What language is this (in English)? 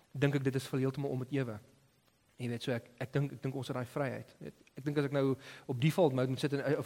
Afrikaans